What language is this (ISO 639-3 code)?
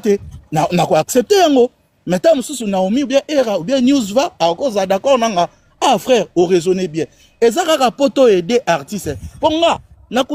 lin